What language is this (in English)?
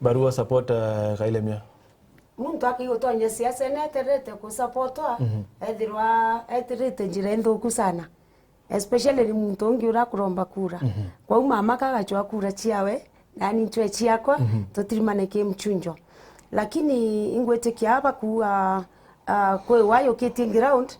Meru